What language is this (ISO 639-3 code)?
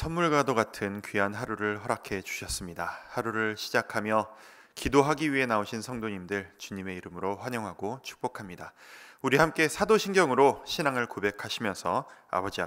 kor